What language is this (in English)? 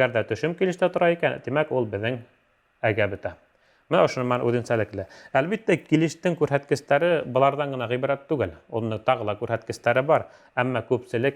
Bashkir